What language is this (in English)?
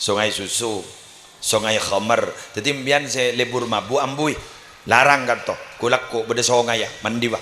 Madurese